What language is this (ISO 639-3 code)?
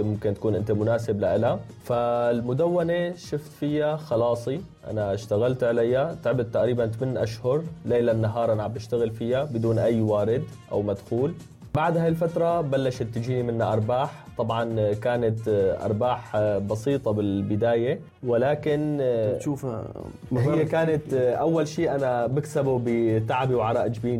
apc